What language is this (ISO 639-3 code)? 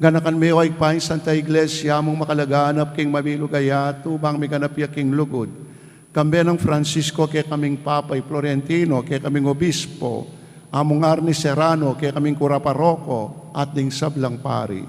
pam